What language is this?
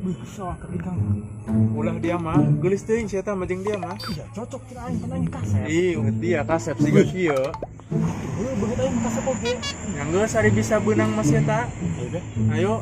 Sundanese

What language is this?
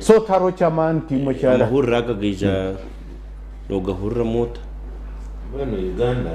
Nyankole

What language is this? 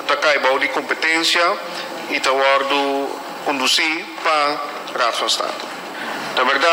Papiamento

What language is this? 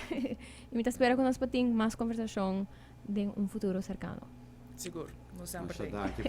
Papiamento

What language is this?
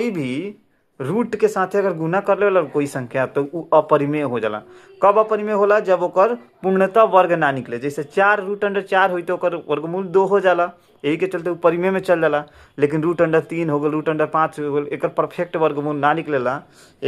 Bhojpuri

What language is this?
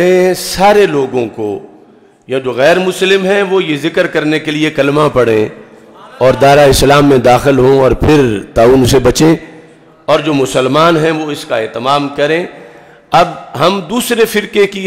Urdu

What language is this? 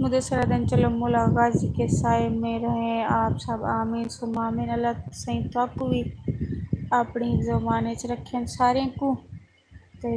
Saraiki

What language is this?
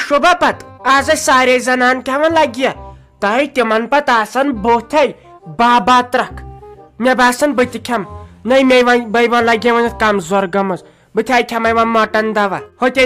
Kashmiri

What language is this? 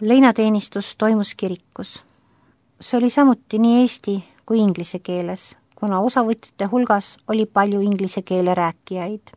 Estonian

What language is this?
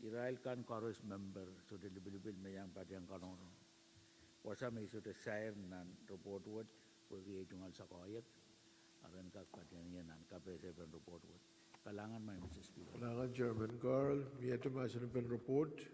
Pohnpeian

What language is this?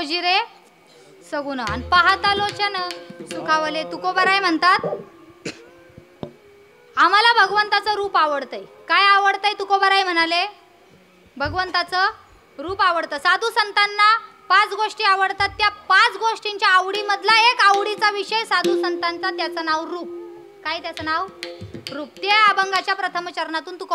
Marathi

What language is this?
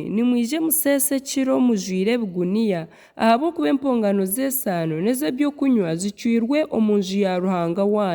Nyankole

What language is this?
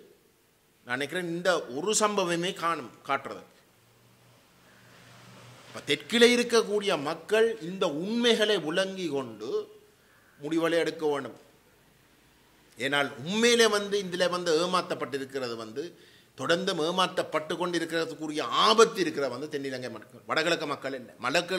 Tamil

